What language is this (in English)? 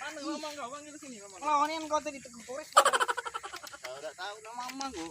Musi